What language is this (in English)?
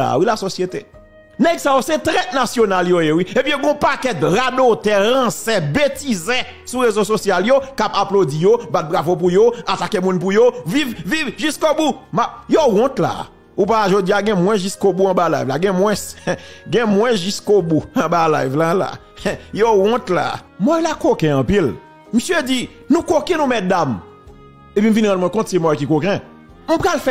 Haitian Creole